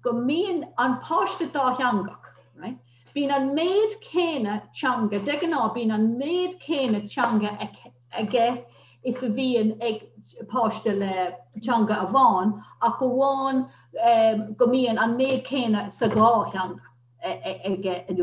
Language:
Irish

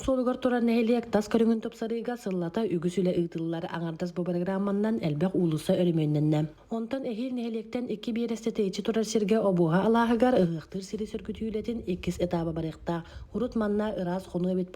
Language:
Yakut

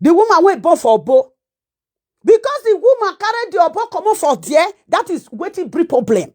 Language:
Nigerian Pidgin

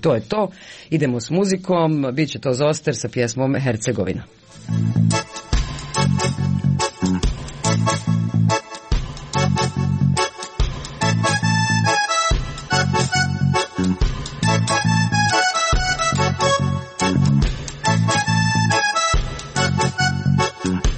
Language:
Croatian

